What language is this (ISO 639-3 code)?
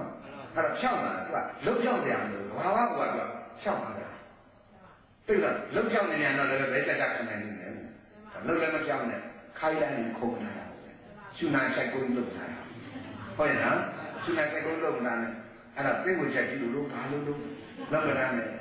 mya